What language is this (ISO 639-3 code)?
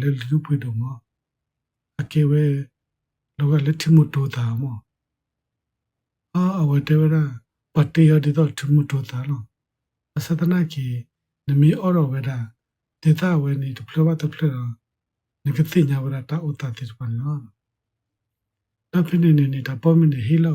ksw